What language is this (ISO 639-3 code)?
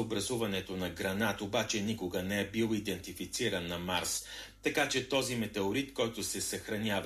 bul